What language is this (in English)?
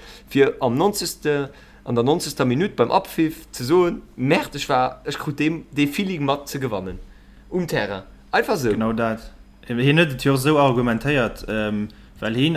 Luxembourgish